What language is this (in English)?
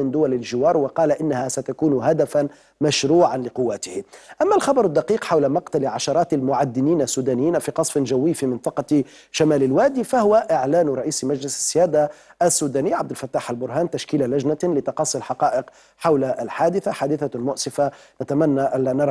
Arabic